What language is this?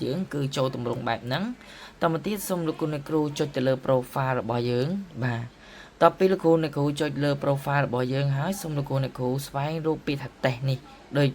Khmer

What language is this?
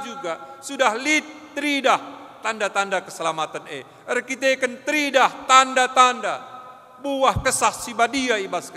Batak Karo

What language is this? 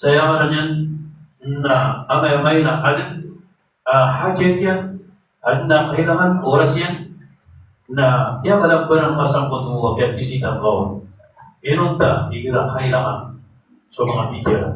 Maranao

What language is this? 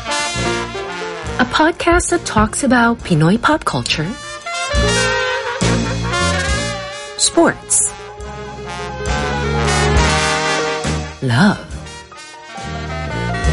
Filipino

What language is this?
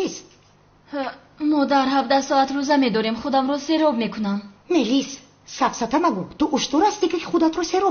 Tajik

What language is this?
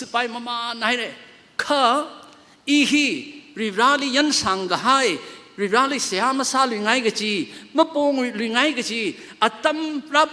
Tangkhul Naga (India)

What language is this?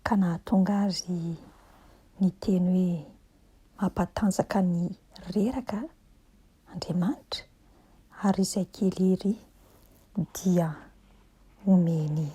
Malagasy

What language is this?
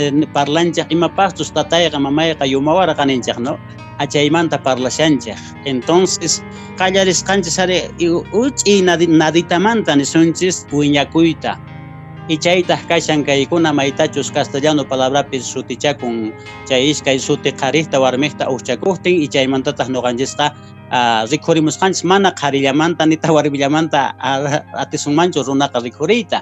Quechua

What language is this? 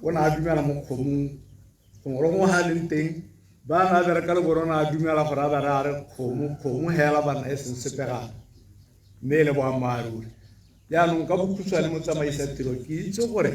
Tswana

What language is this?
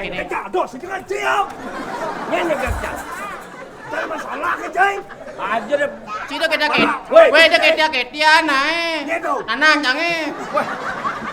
Balinese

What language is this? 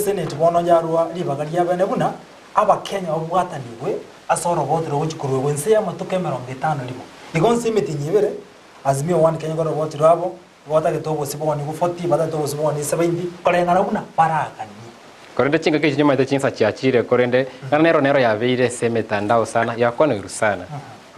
Gusii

